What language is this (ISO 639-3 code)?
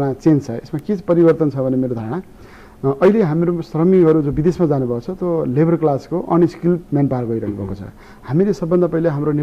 nep